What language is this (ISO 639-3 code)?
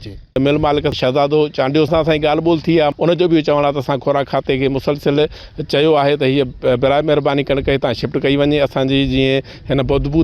snd